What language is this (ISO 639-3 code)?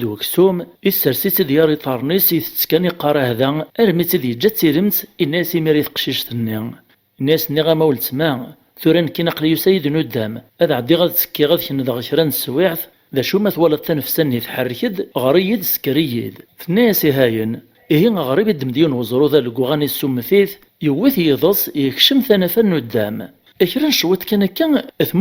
kab